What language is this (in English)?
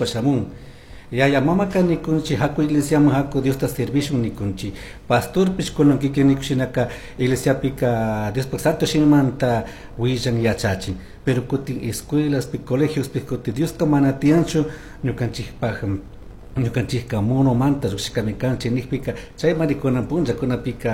Chimborazo Highland Quichua